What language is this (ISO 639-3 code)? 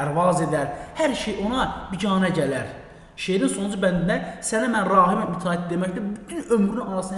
aze